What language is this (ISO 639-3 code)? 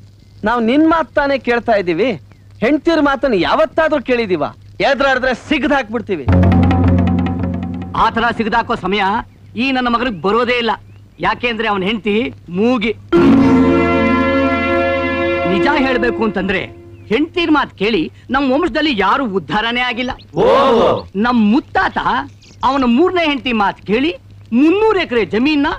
kan